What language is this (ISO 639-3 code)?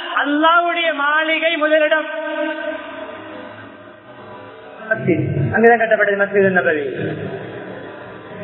tam